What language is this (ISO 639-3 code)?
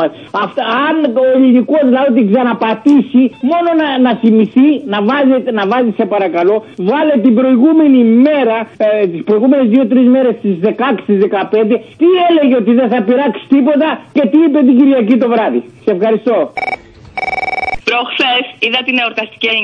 ell